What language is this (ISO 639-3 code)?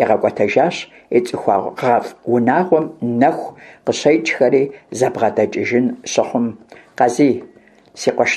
kbd